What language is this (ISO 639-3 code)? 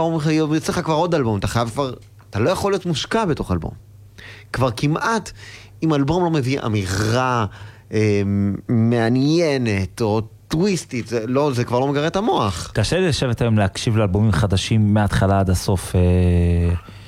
heb